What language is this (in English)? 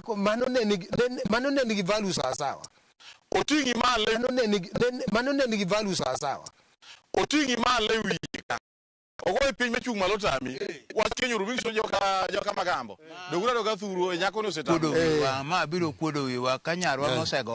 Luo (Kenya and Tanzania)